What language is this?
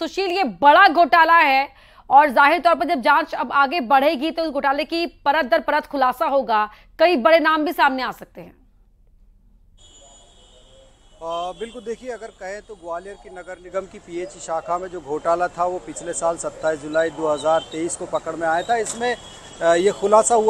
Hindi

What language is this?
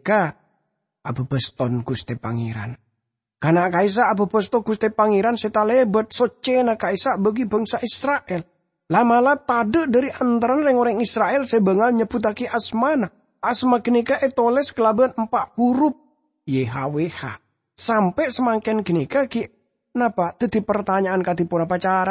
Madurese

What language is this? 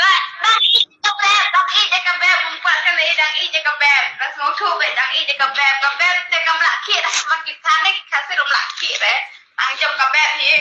Khasi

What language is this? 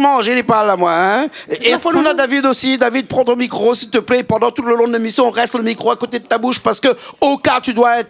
Réunion Creole French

